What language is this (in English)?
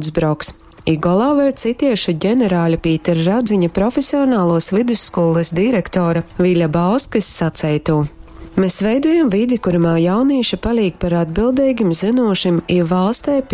Latgalian